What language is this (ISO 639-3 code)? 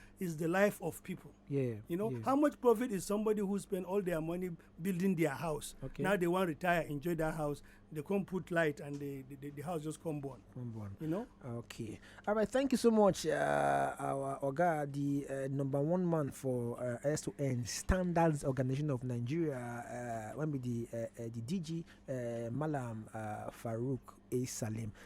pcm